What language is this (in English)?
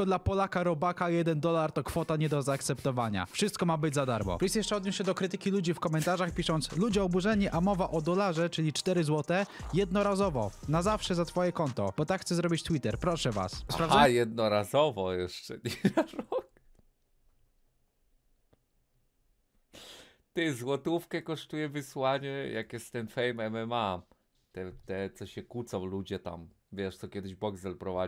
Polish